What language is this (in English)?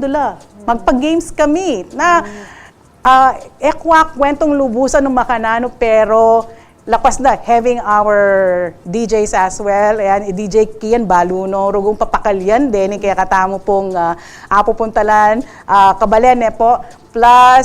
Pampanga